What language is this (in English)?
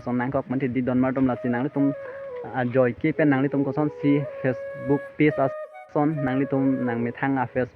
Karbi